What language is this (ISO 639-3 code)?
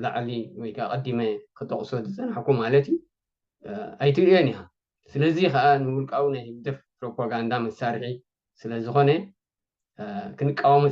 tir